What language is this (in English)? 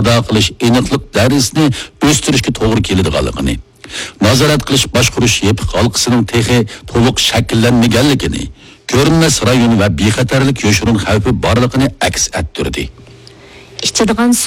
Uyghur